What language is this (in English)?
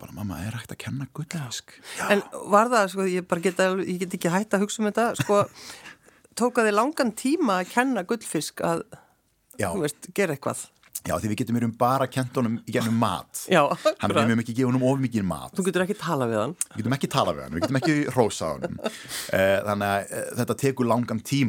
Icelandic